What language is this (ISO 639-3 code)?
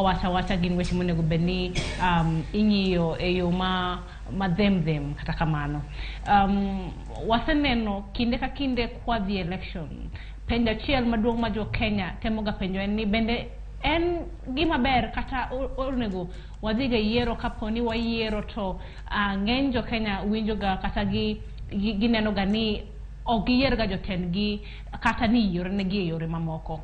luo